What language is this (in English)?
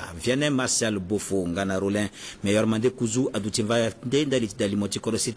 Sango